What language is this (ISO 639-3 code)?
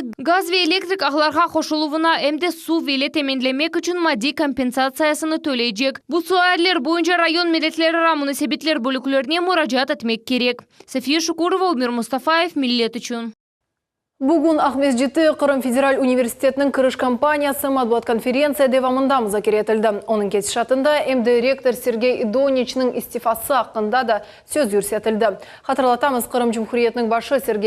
crh